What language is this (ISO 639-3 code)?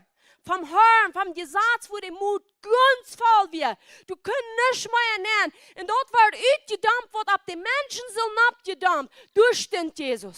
pdt